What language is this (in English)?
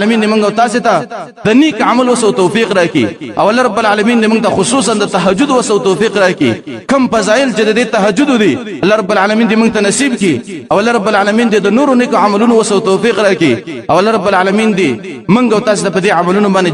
Pashto